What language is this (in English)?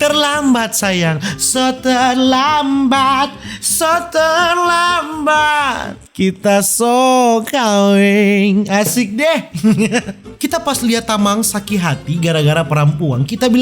Manado Malay